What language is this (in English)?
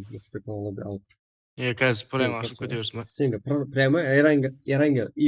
Kara-Kalpak